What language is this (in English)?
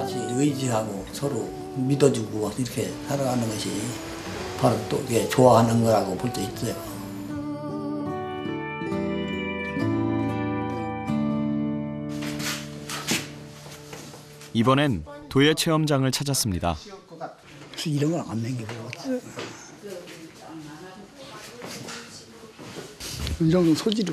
Korean